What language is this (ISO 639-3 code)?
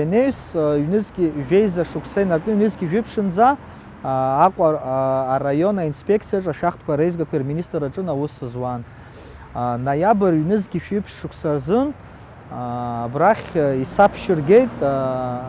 abk